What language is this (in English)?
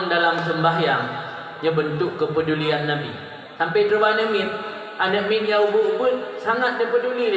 Achinese